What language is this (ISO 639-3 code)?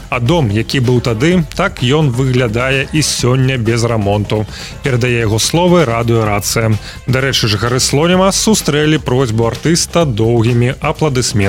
bel